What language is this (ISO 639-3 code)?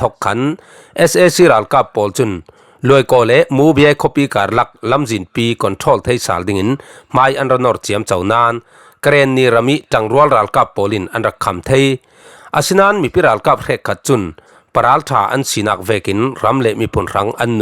cfm